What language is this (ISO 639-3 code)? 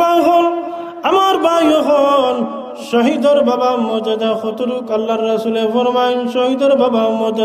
syl